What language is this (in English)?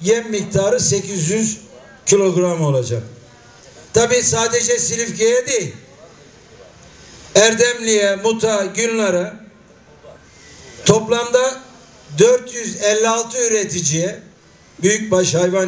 Turkish